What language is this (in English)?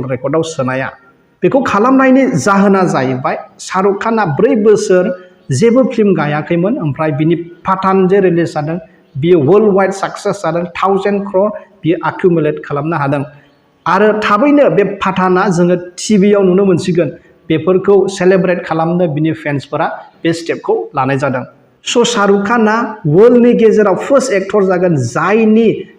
Bodo